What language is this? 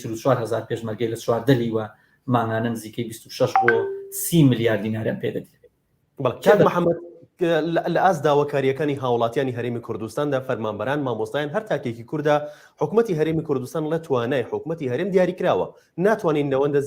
Central Kurdish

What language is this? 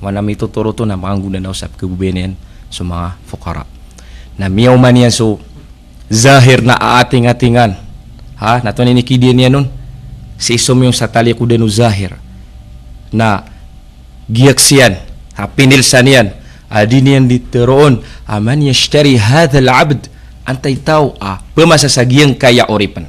Maranao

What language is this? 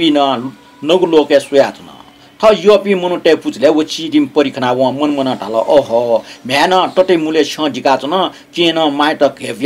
Newari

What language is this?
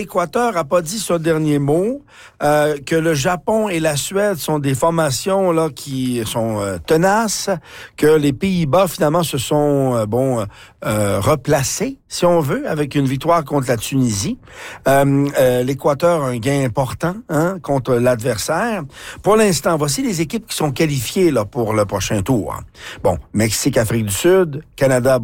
French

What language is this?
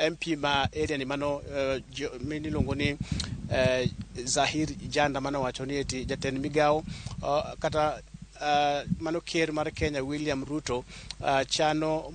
Luo (Kenya and Tanzania)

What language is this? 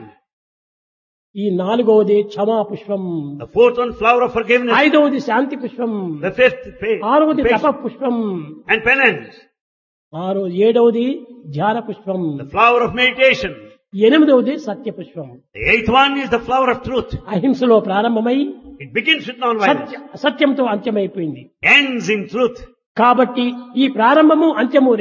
Telugu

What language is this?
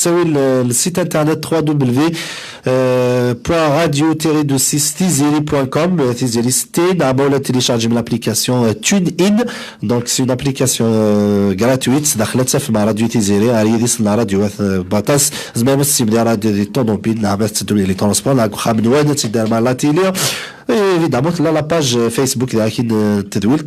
Kabyle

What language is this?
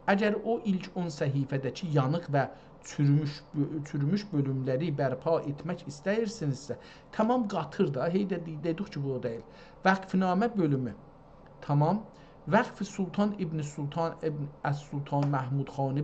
South Azerbaijani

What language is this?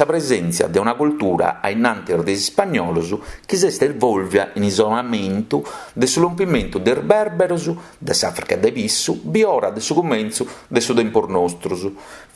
Sardinian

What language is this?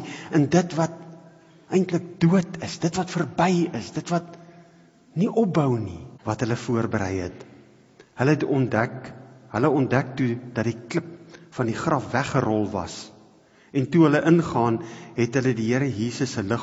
Afrikaans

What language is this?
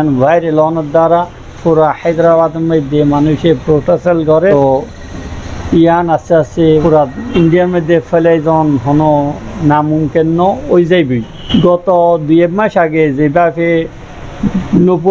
Rohingya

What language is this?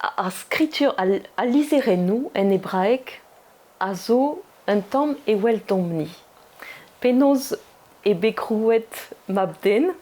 Breton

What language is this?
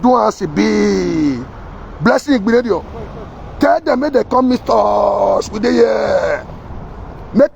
Nigerian Pidgin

